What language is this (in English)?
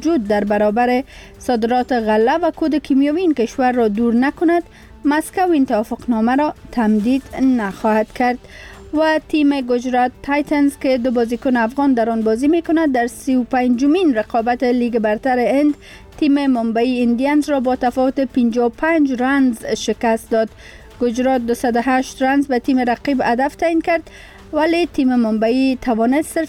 Persian